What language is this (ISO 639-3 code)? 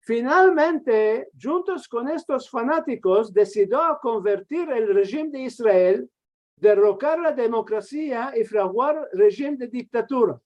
lad